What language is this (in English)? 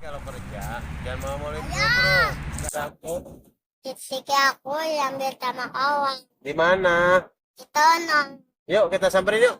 Betawi